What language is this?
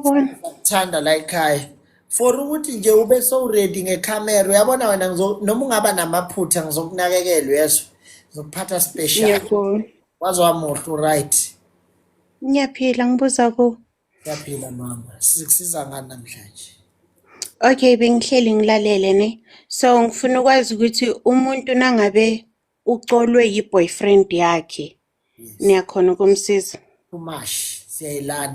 Zulu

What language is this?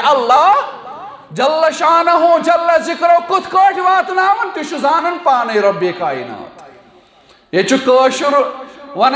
Kashmiri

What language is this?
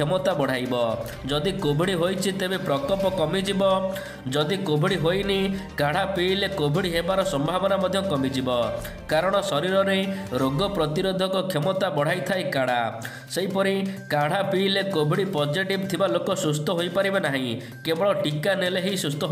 Odia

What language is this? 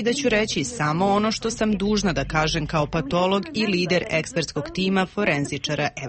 Bosnian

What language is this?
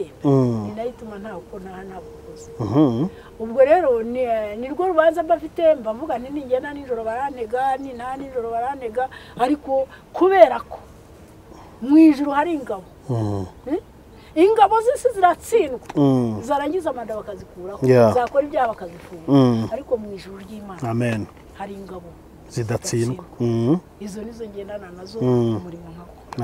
Kinyarwanda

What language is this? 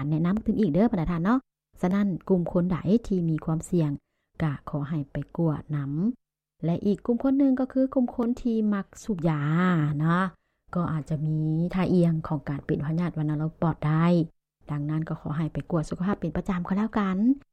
Lao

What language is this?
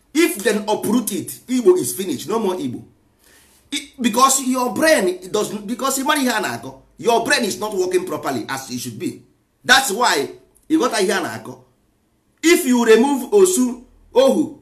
Igbo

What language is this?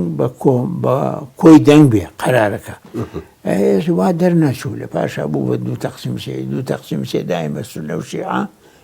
Central Kurdish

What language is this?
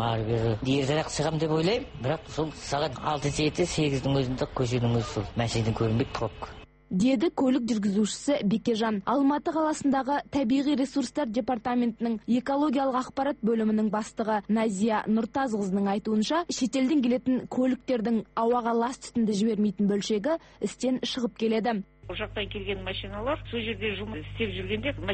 Kazakh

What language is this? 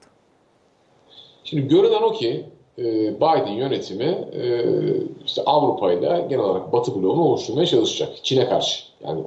Turkish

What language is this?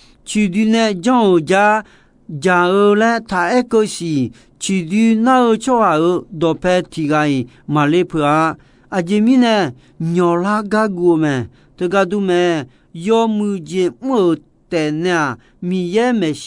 Akha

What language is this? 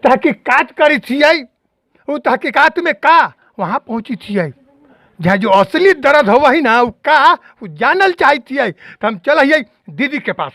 Magahi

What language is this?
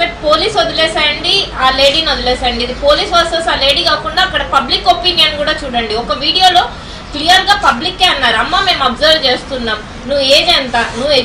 Telugu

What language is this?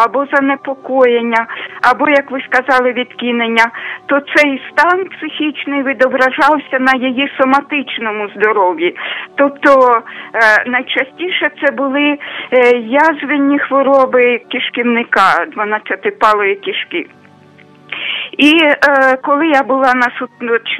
Ukrainian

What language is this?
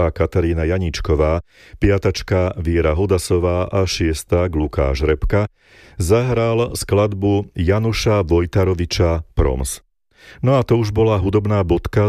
Slovak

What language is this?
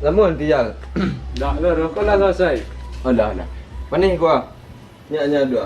Minangkabau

